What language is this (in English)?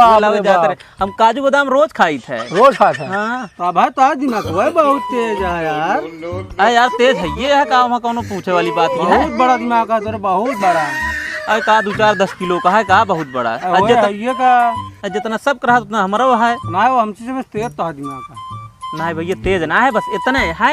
Awadhi